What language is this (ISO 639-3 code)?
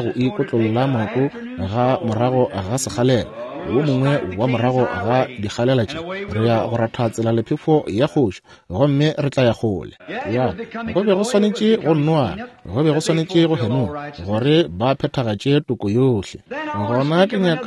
nso